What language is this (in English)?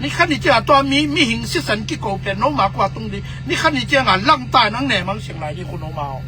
Tedim Chin